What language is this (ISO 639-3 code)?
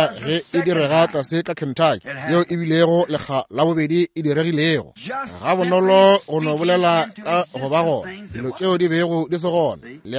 nso